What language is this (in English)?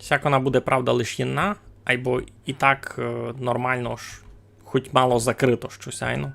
Rusyn